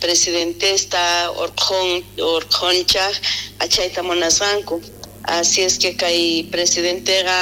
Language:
South Bolivian Quechua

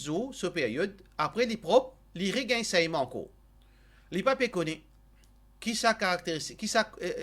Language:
Morisyen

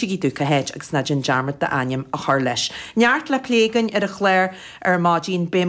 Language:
Irish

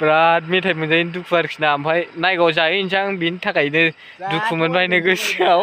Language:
Bodo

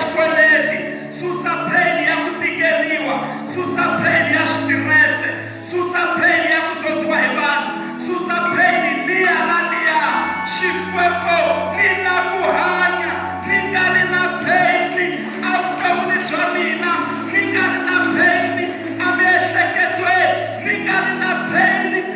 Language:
Tsonga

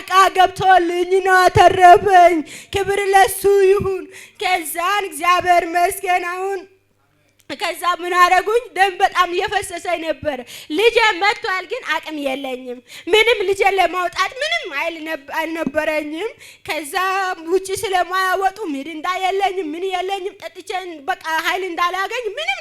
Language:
Amharic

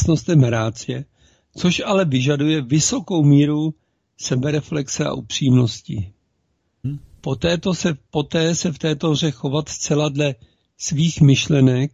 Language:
Czech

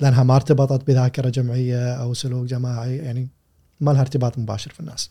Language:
Gulf Arabic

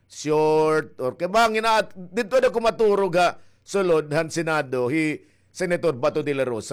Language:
Waray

